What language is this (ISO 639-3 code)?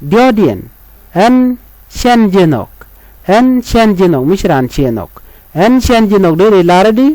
nus